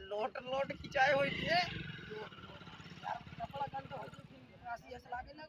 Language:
Awadhi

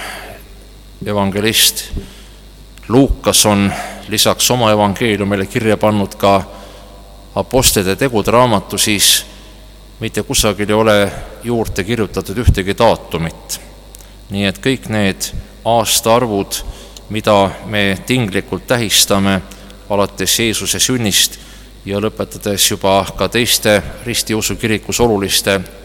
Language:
Estonian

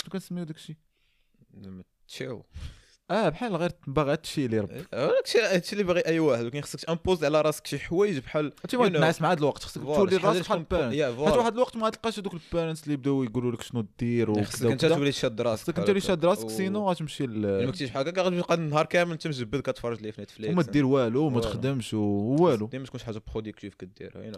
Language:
Moroccan Arabic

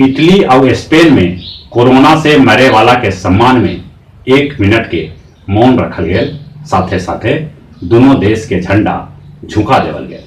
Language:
Magahi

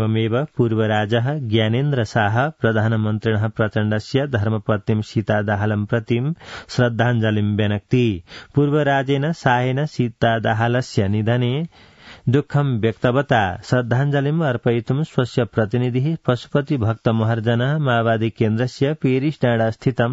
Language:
Sanskrit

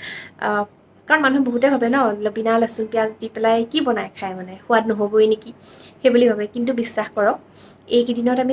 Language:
Assamese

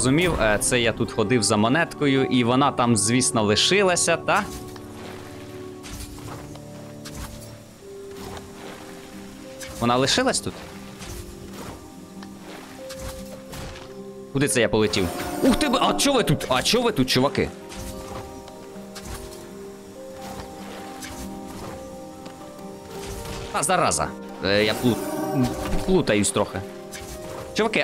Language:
Ukrainian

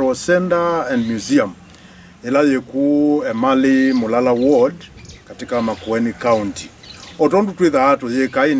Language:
Kamba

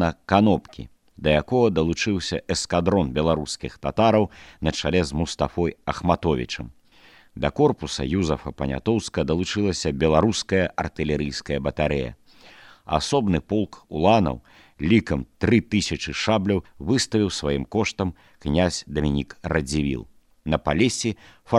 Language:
Belarusian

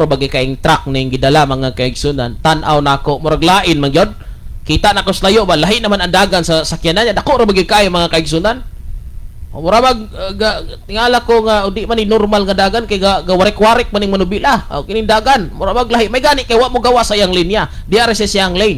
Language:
Cebuano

